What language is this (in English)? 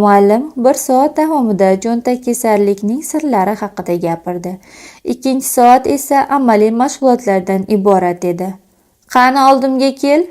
Uzbek